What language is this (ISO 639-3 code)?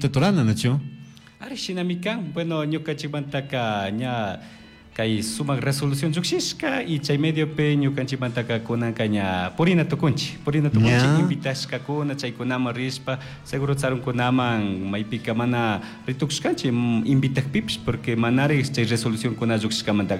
qug